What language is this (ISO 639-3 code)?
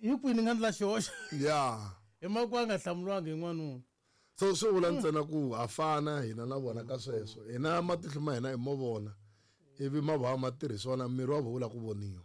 tso